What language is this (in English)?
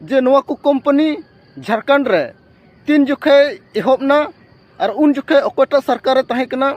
Santali